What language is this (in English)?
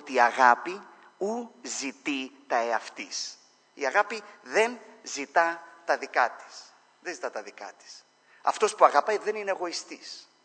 Greek